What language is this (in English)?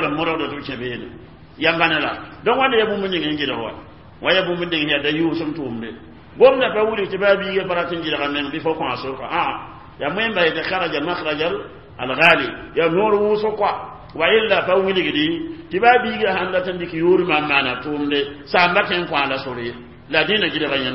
Mossi